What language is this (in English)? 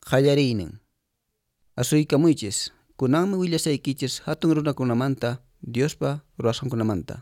Quechua